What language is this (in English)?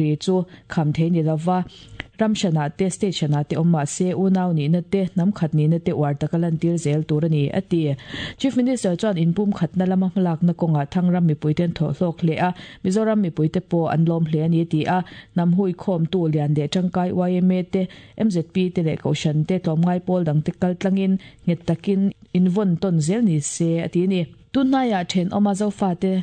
Mizo